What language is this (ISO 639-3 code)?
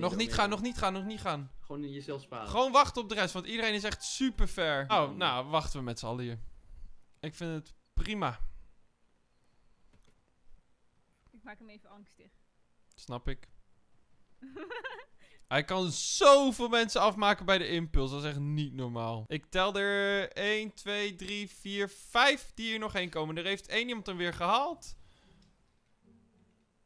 nld